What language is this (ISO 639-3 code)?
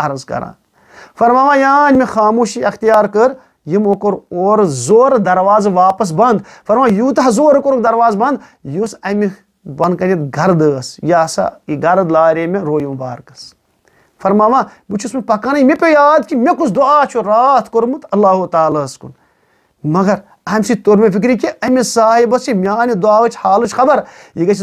kas